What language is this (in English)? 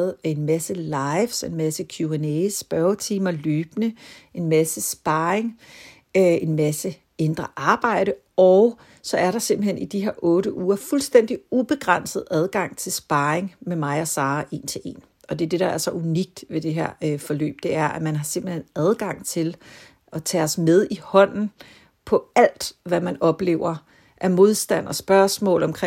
Danish